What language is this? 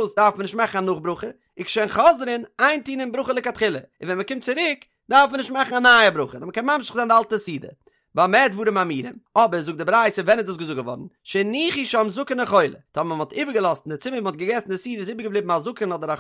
Yiddish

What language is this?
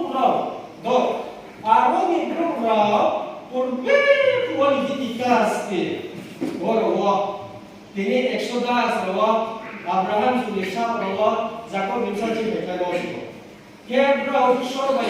Riang (India)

